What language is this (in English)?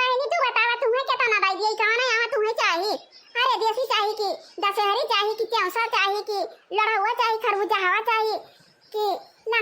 Awadhi